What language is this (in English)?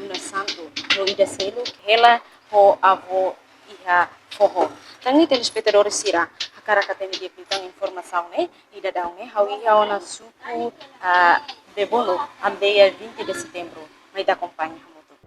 Tetum